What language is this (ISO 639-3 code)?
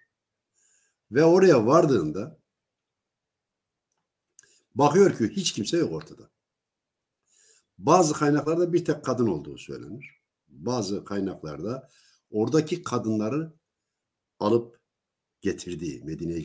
tur